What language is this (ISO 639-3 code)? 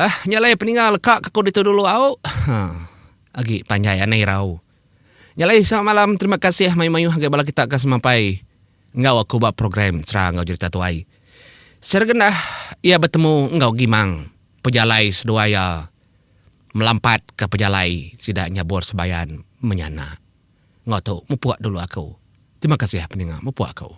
iba